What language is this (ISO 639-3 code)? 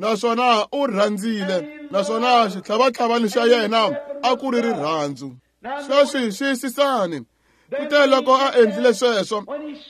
tso